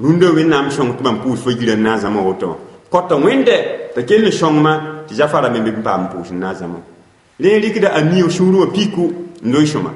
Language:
Mossi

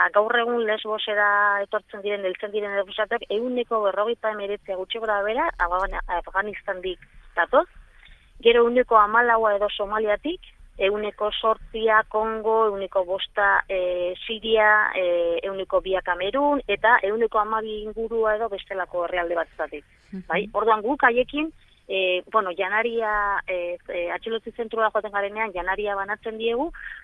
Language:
Basque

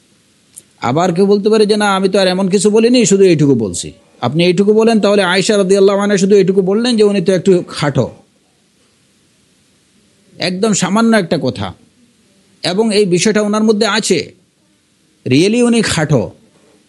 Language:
Bangla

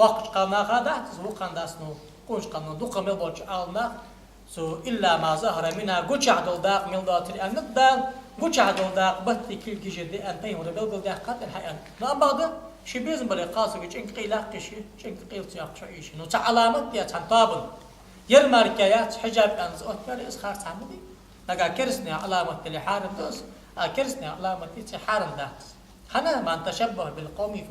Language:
Ingush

